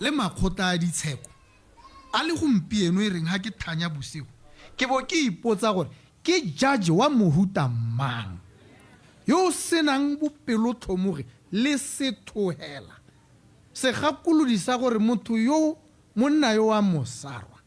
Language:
Tswana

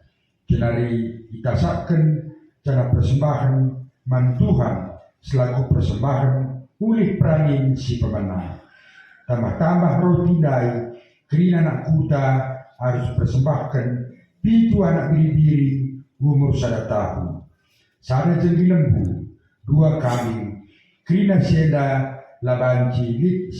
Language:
Batak Karo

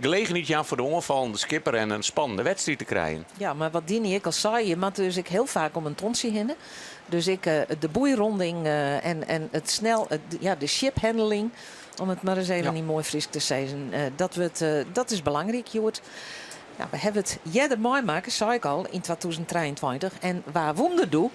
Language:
Western Frisian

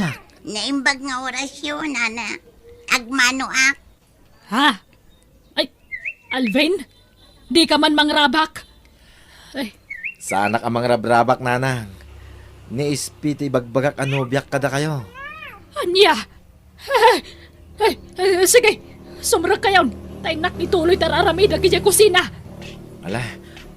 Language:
Iloko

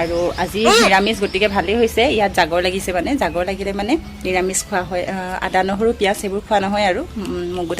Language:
Assamese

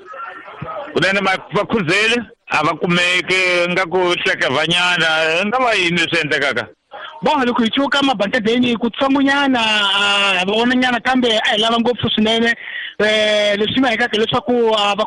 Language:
Tsonga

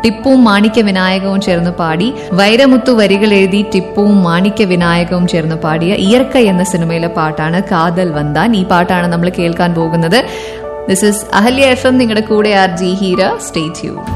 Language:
Malayalam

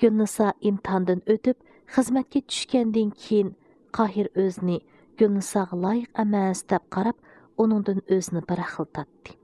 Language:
Uyghur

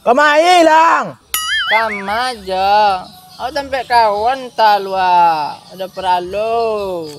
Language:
Minangkabau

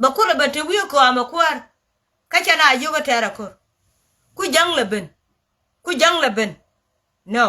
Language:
Nuer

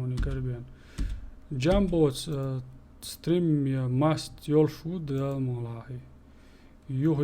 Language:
Chechen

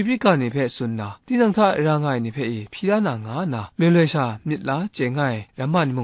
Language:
Kachin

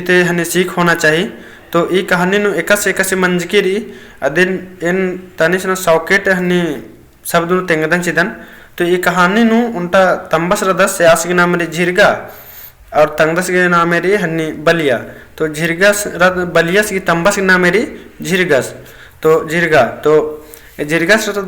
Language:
Kurukh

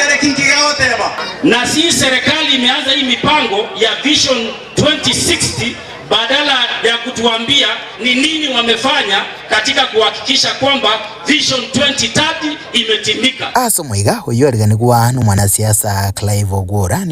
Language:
Gusii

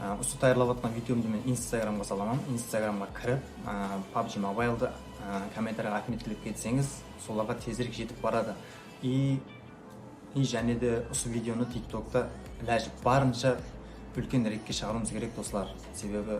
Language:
Kara-Kalpak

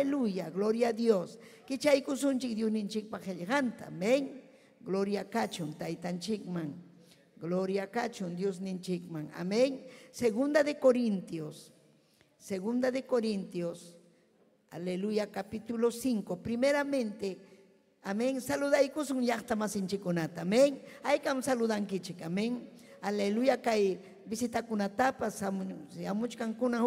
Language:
Ayacucho Quechua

